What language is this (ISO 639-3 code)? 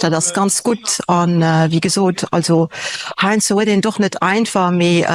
ltz